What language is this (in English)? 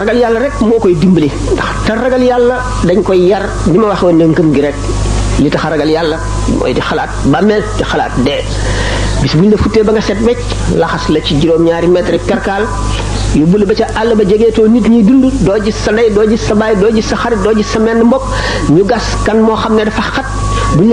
Wolof